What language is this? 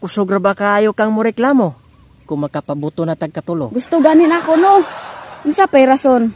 Cebuano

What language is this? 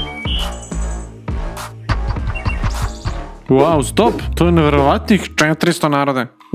Serbian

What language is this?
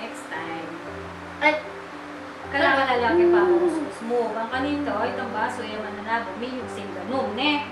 Pampanga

